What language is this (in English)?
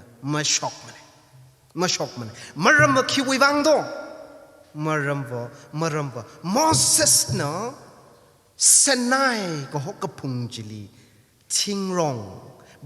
Tangkhul Naga (India)